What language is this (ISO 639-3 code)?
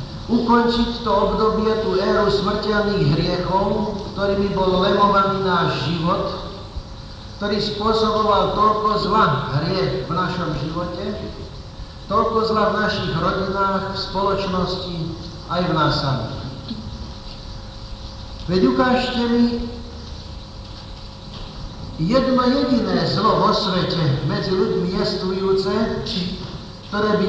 slk